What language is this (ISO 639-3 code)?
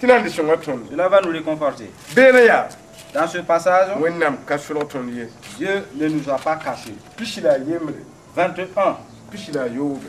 mos